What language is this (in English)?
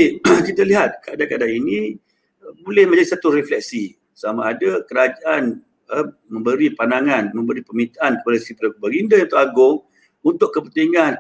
Malay